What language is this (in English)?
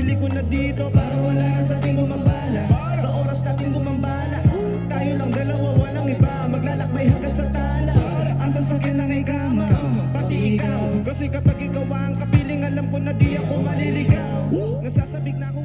Filipino